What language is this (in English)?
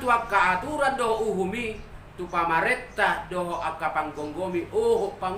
Batak Toba